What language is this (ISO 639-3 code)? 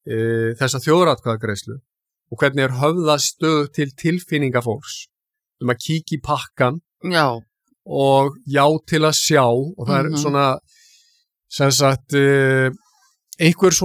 isl